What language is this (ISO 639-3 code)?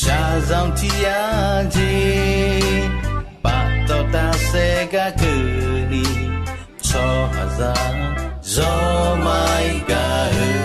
ahk